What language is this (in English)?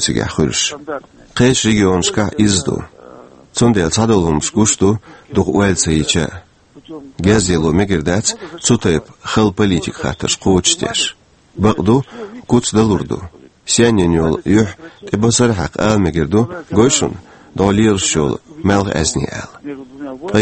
Chechen